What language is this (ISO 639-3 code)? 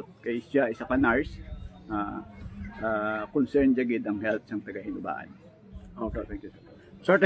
hil